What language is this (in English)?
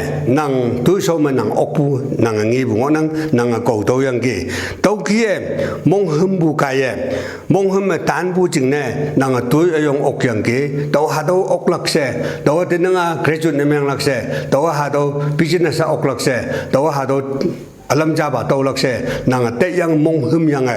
Konyak Naga